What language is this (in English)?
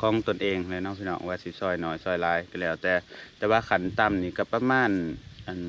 Lao